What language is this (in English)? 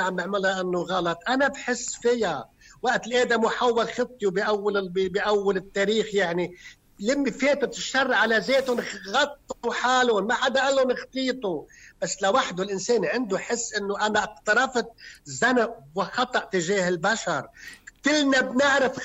North Levantine Arabic